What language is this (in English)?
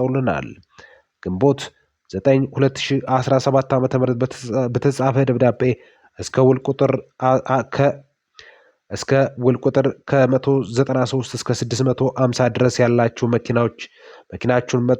Amharic